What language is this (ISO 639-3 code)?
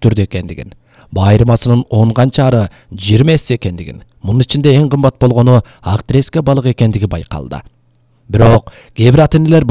kir